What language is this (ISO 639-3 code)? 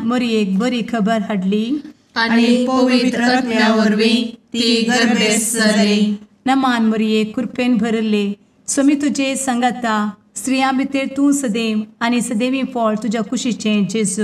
kok